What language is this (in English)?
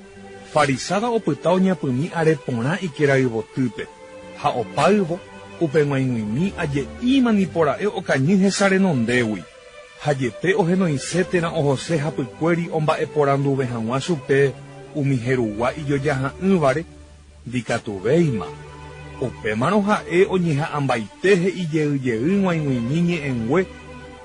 Guarani